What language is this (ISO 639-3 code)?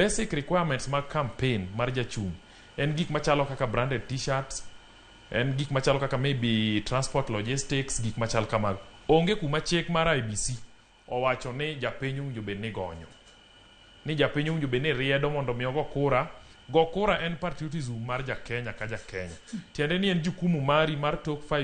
luo